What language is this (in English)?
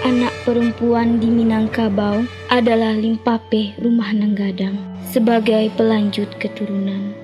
Minangkabau